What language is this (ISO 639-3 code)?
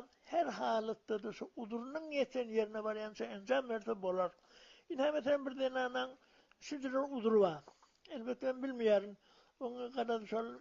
tuk